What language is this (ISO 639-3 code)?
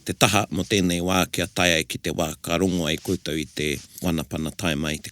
mri